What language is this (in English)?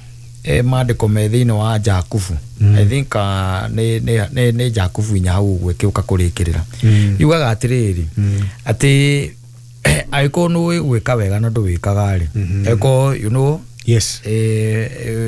Kikuyu